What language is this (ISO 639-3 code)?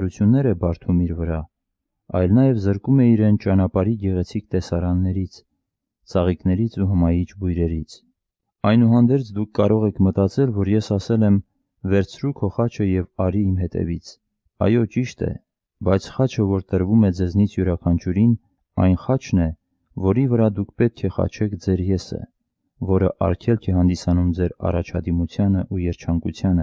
hye